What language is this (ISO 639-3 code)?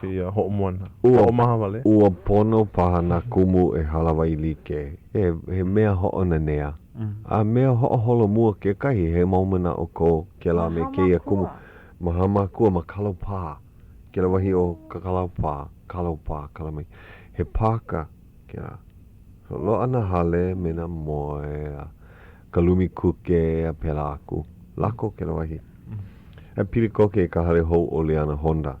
haw